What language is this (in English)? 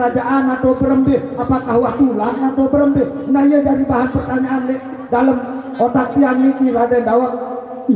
Sasak